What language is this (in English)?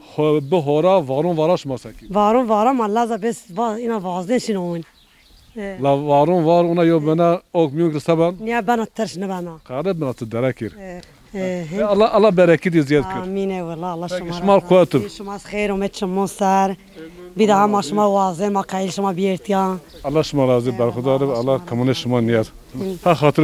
Zaza